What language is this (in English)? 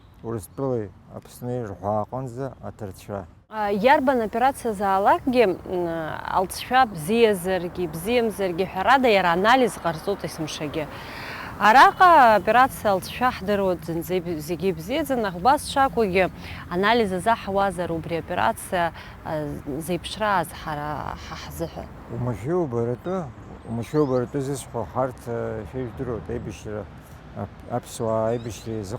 Abkhazian